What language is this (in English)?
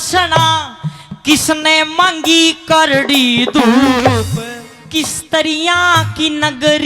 Haryanvi